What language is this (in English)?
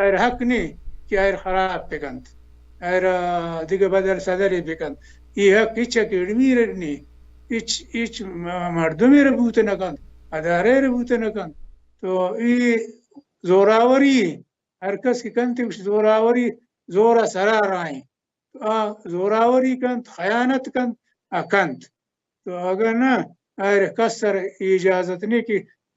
Baluchi